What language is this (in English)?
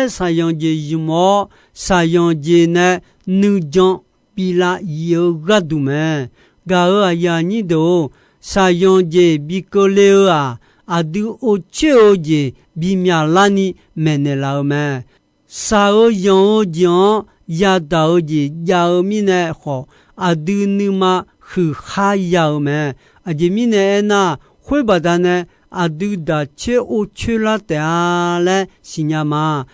Akha